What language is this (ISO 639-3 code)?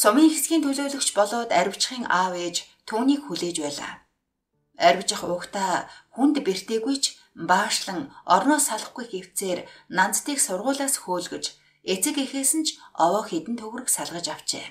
mon